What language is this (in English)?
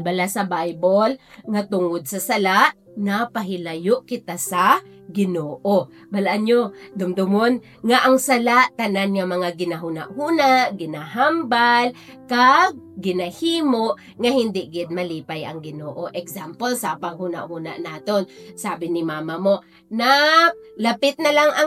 Hiligaynon